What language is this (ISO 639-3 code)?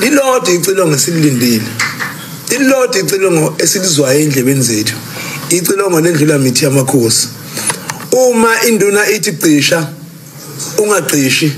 zul